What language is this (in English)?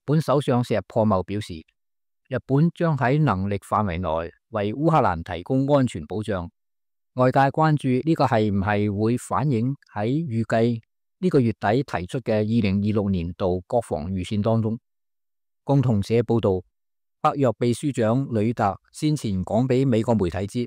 Cantonese